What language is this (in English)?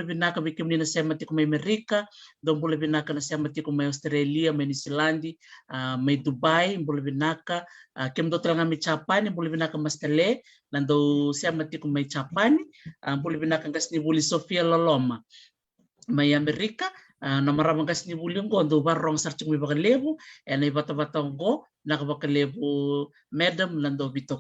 Fijian